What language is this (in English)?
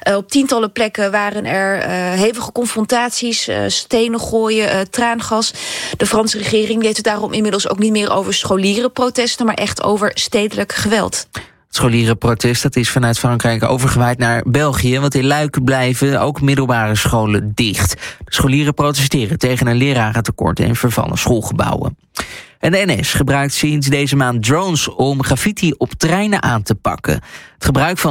Dutch